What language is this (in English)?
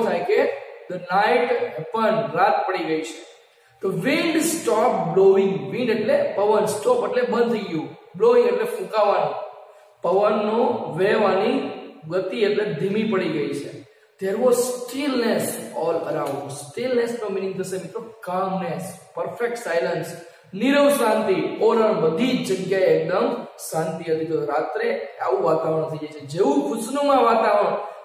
Gujarati